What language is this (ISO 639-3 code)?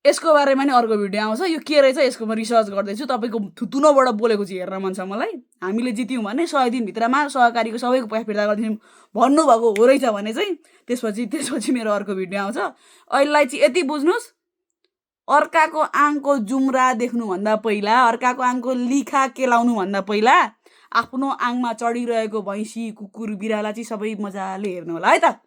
nep